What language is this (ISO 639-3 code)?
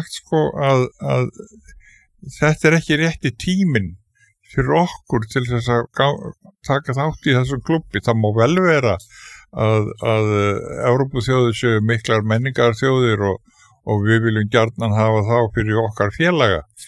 isl